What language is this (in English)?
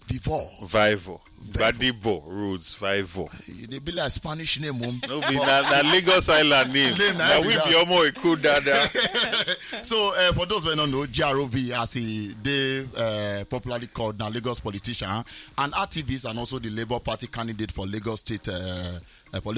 Nigerian Pidgin